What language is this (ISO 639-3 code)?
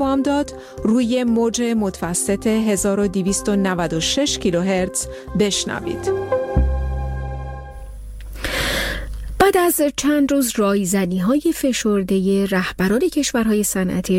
fas